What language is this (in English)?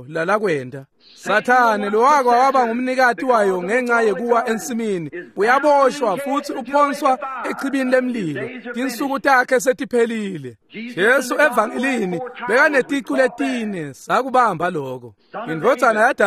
Swati